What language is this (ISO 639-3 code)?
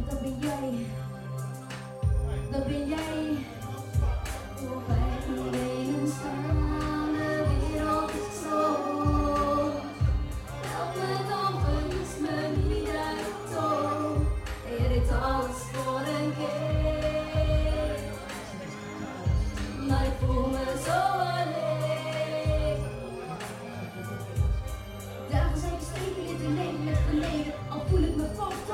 nld